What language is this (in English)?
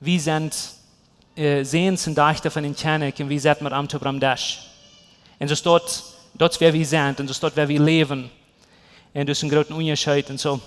Plautdietsch